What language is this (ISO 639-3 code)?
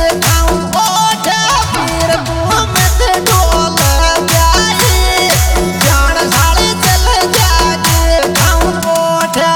bho